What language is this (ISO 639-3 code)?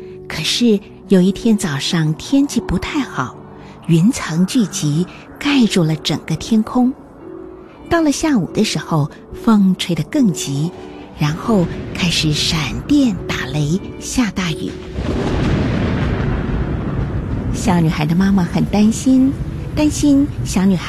zho